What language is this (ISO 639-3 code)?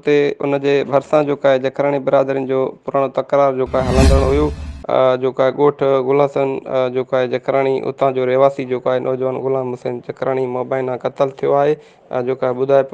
snd